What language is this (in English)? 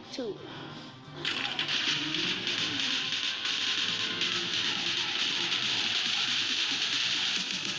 Indonesian